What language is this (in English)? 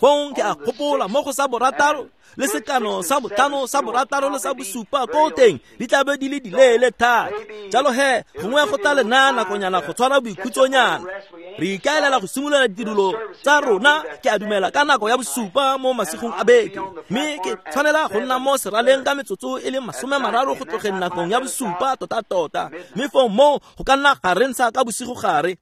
Tswana